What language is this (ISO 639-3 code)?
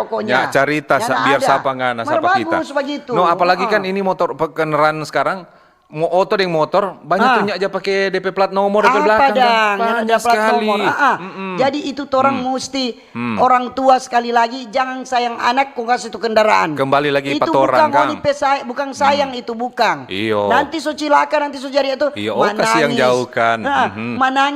xmm